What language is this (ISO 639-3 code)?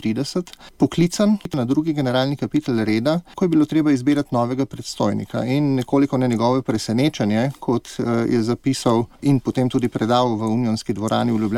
slv